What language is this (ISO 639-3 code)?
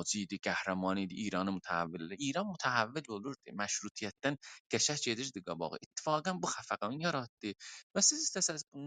azb